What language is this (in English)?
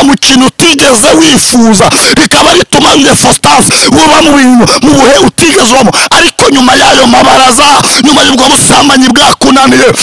Kinyarwanda